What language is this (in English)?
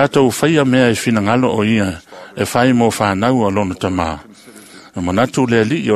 Samoan